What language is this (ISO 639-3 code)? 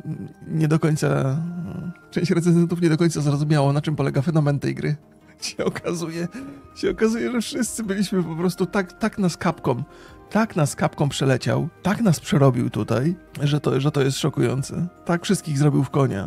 pol